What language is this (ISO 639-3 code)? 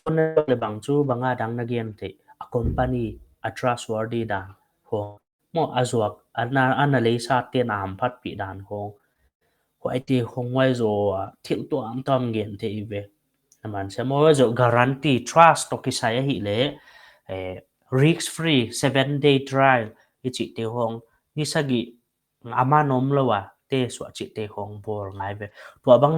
pck